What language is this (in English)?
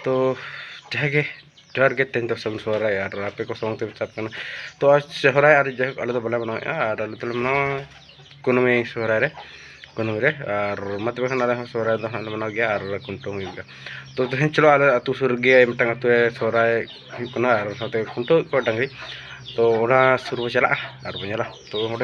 Santali